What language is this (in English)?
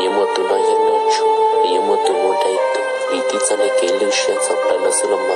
Hmong